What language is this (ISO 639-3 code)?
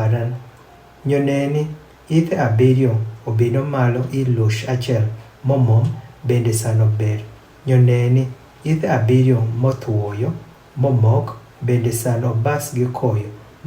adh